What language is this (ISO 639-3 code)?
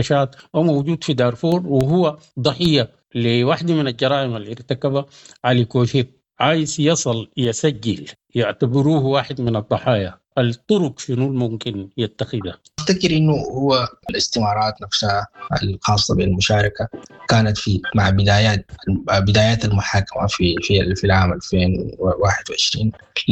apd